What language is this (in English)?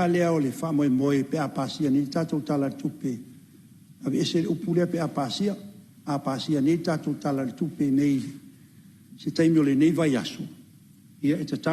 Samoan